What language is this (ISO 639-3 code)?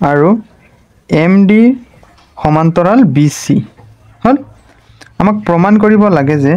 asm